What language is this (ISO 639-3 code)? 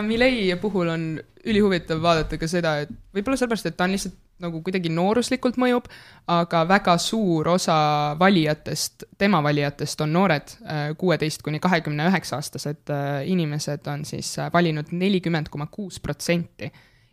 est